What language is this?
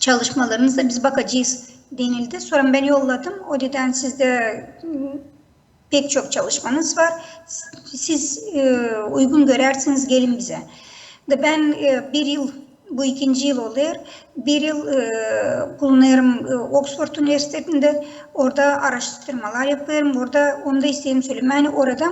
Gagauz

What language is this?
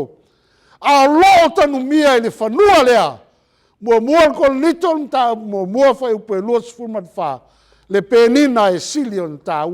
Samoan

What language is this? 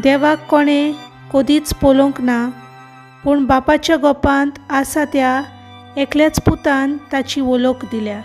Konkani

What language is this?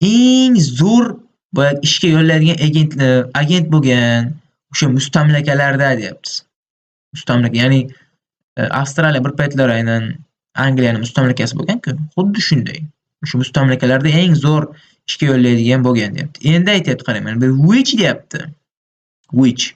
Uzbek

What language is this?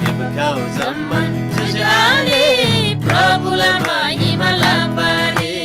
Eastern Tamang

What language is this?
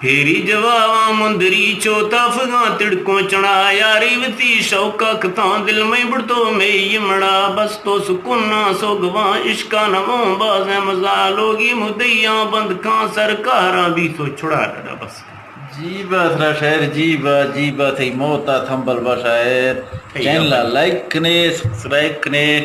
Eastern Balochi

